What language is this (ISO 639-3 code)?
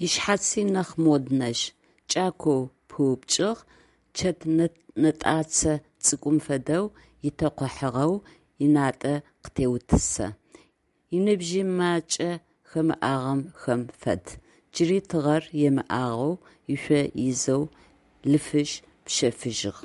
ady